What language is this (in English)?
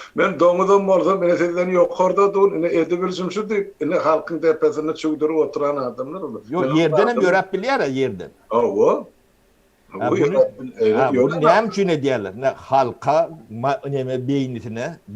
Turkmen